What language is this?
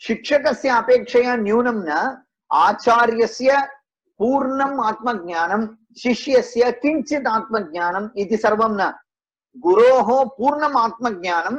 Sanskrit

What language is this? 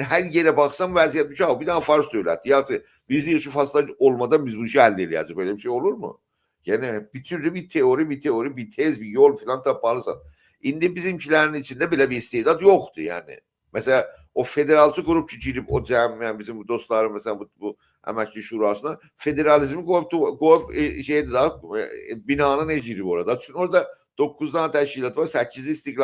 South Azerbaijani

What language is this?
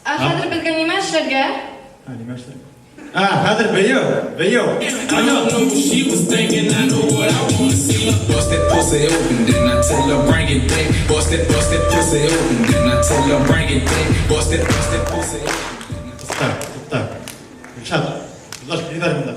Bashkir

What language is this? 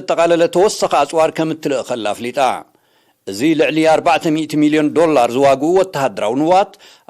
Tigrinya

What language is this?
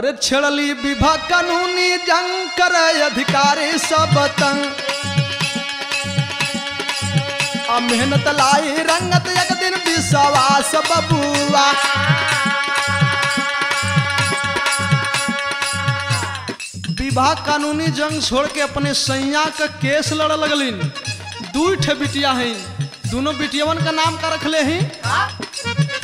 Bhojpuri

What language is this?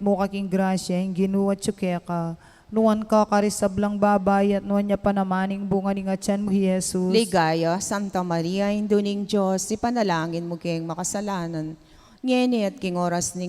Pampanga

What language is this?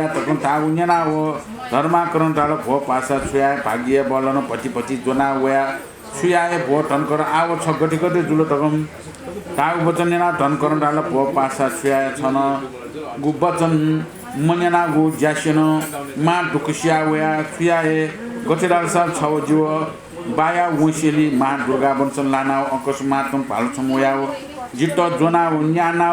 Newari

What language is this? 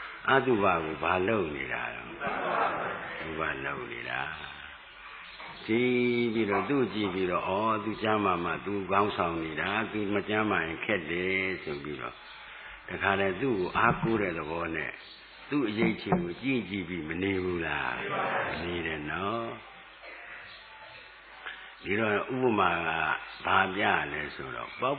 Burmese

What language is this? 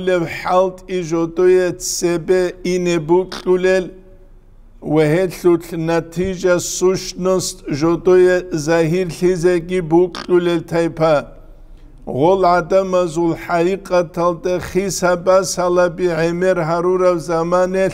Avaric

